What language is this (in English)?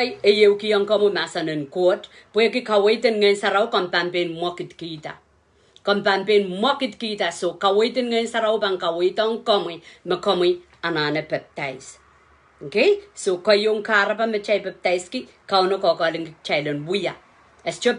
Pohnpeian